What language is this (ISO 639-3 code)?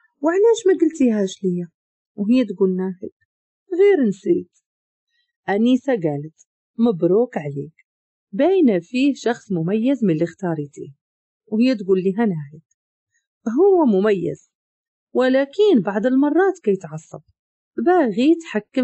ary